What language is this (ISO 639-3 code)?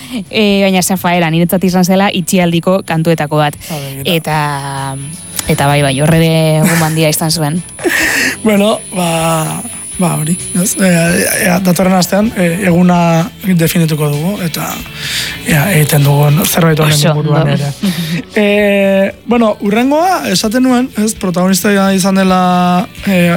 eus